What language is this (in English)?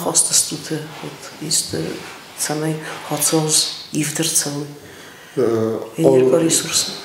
Ossetic